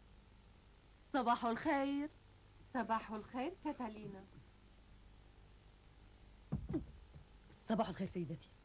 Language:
Arabic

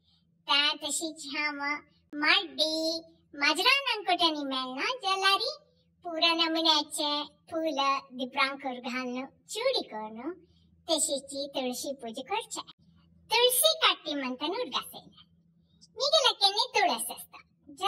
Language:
Konkani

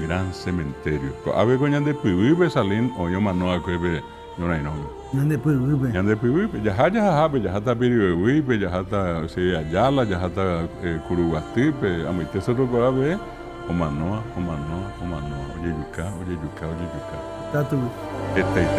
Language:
Guarani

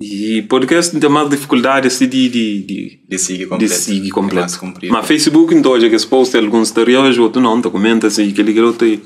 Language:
Kabuverdianu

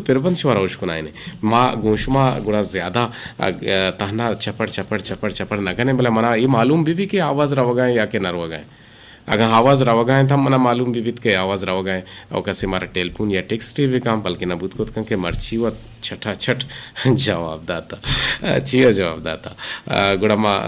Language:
Eastern Balochi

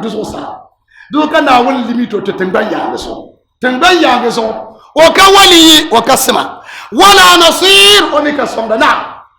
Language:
Dagbani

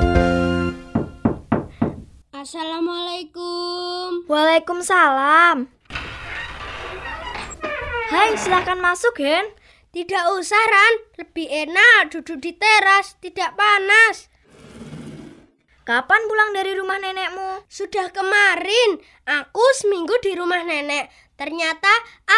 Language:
Indonesian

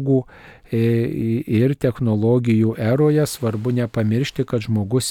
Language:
Lithuanian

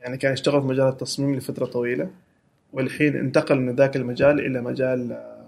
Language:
Gulf Arabic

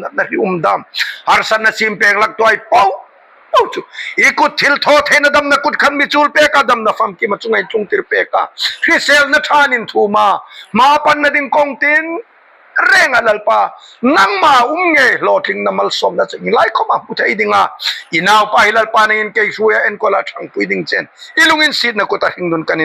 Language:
Hmar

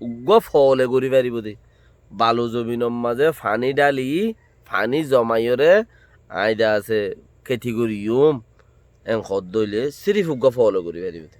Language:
Rohingya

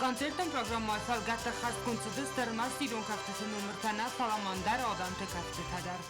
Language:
Ossetic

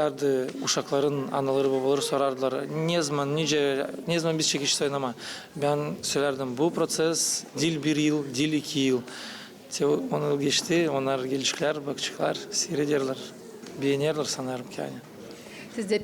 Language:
Gagauz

